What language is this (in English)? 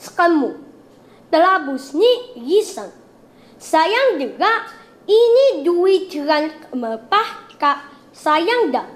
Taroko